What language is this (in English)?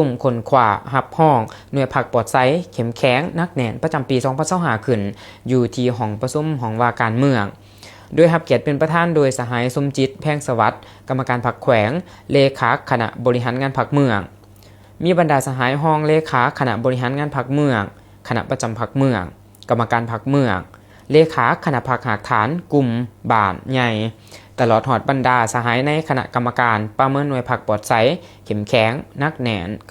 Lao